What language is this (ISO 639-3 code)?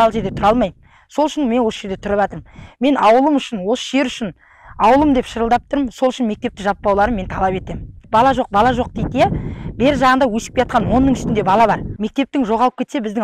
kaz